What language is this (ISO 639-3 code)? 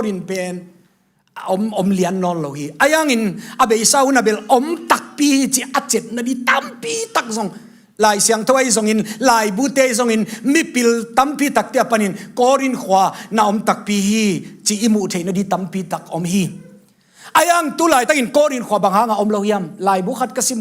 ctd